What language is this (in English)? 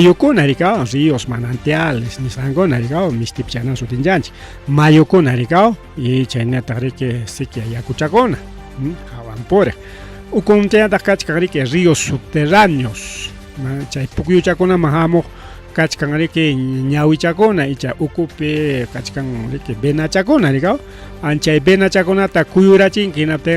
Ayacucho Quechua